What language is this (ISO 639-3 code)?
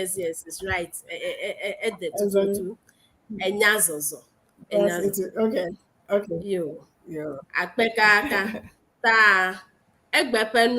ewe